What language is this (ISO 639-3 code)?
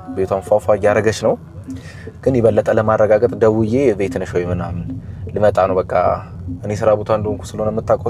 amh